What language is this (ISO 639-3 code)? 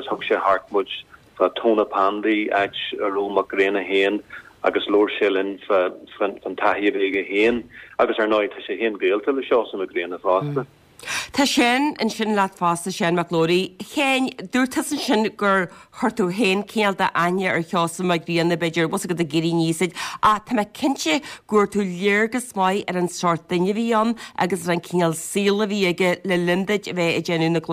gle